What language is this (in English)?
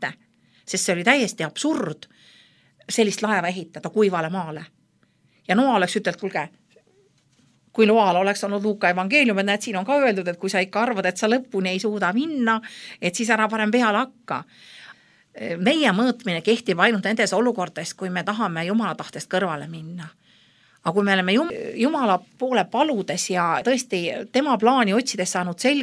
Estonian